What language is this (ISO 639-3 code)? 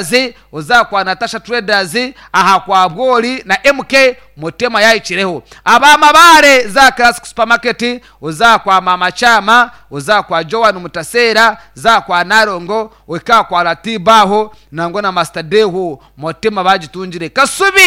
nyn